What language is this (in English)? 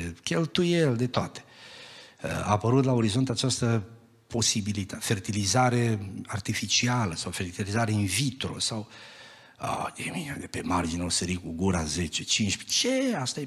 Romanian